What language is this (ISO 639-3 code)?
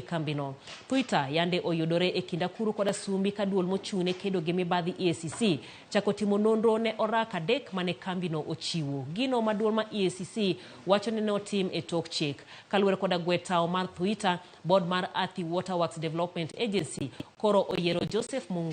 luo